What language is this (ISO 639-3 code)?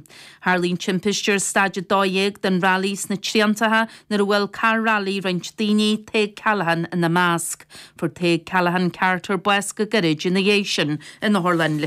gle